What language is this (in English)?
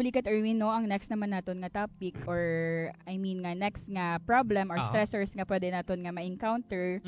Hiligaynon